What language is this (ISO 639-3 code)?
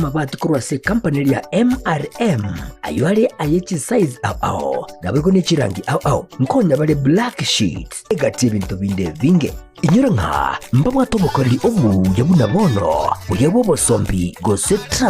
guz